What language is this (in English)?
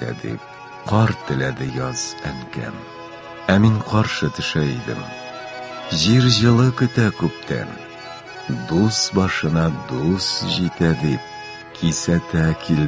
Tatar